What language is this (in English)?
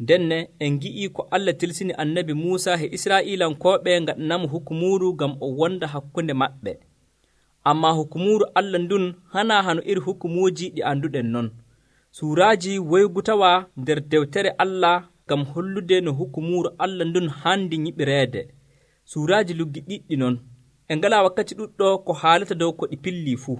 Nigerian Fulfulde